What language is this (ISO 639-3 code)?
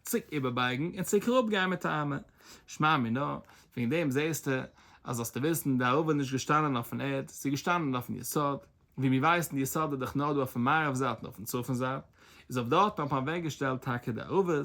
yid